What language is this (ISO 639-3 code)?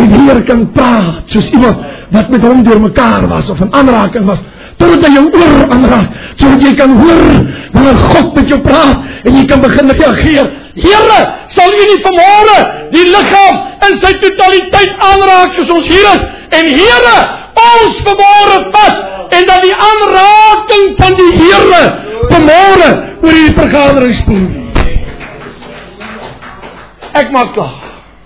afr